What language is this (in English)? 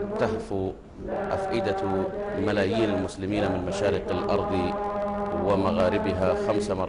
Arabic